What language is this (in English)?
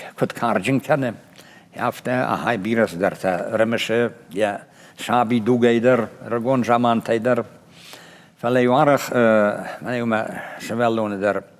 Ossetic